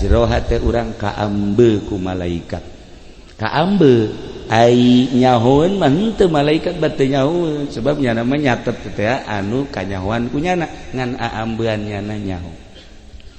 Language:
Sundanese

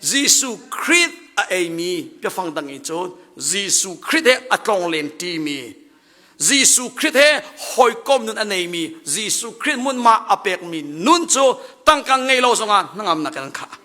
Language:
Hakha Chin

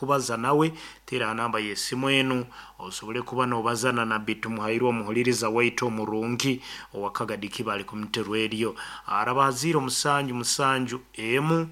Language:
Nyankole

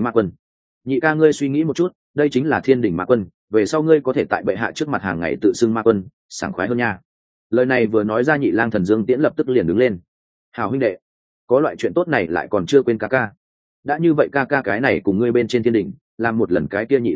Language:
Vietnamese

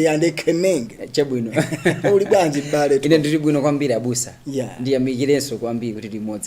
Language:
Nyanja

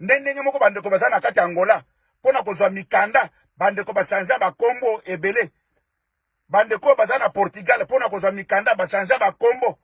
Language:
Lingala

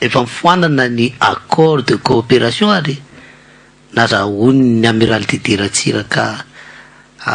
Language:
Malagasy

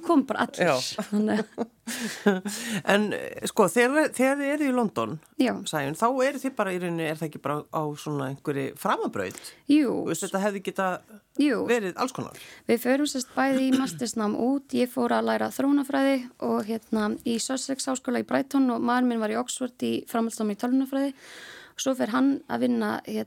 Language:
Icelandic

